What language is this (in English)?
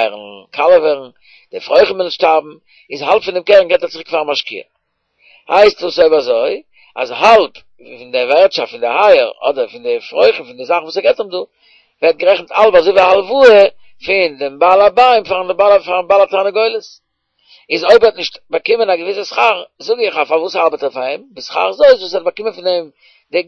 Yiddish